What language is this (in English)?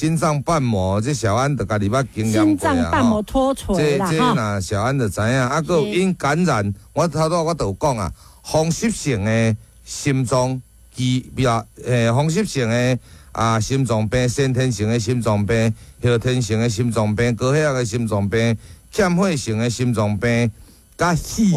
Min Nan Chinese